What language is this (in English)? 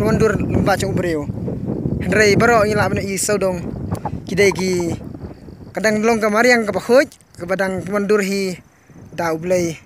Khasi